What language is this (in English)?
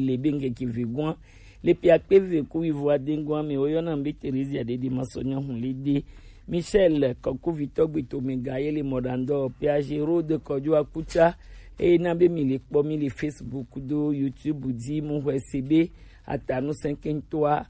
Gen